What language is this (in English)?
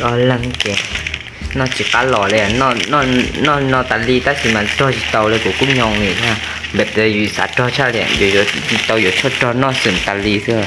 Hmong